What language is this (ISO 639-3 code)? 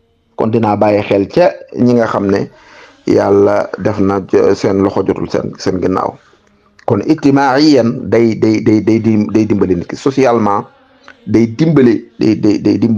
wol